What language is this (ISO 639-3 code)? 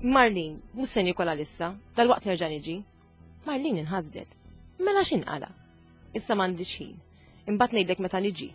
mlt